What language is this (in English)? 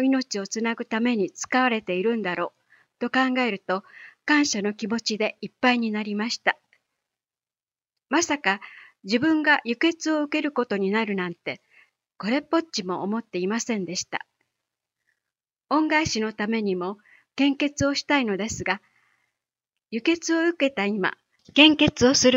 Japanese